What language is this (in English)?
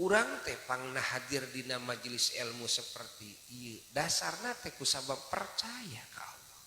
Sundanese